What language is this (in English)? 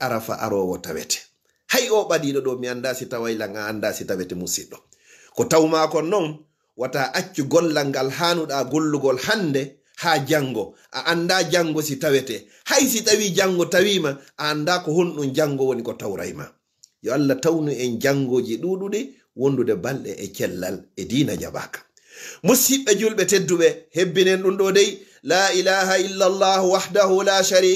Fula